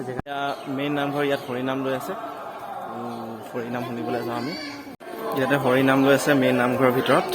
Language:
Assamese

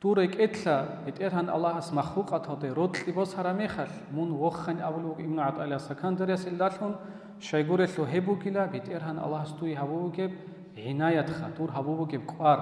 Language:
Avaric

